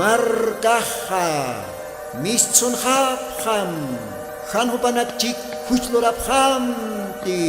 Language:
Aymara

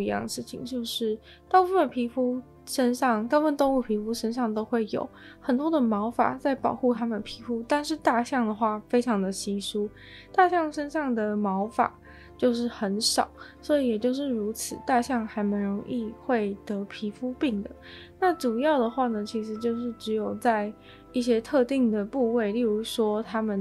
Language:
Chinese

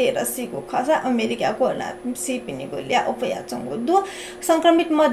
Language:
Newari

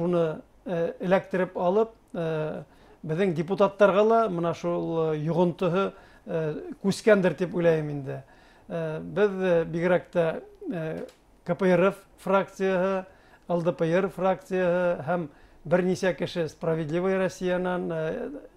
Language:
Bashkir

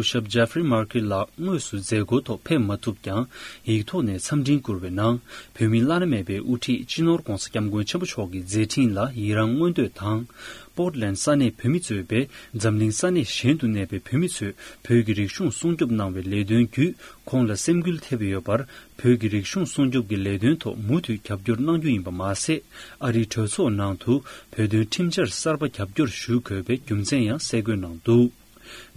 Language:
Tibetan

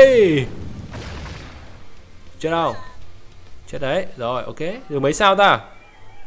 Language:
Vietnamese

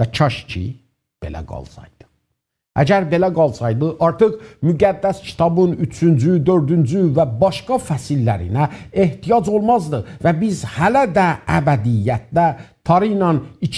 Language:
South Azerbaijani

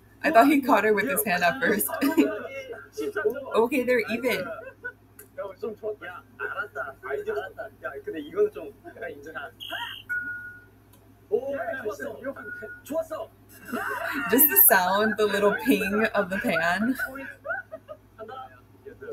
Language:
Korean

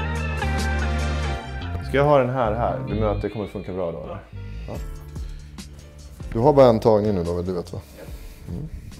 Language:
Swedish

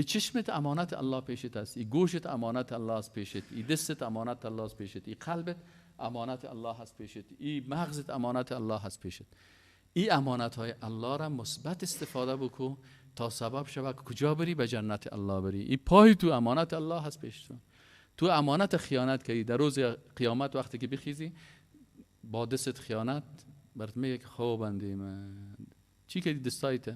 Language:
Persian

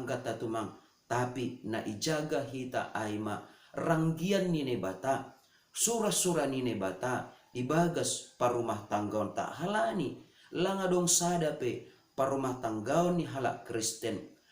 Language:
Batak Simalungun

